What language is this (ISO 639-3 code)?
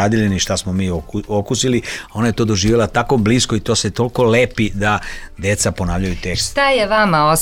srp